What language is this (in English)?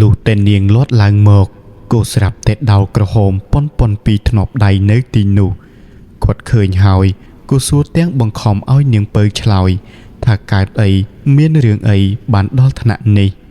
Khmer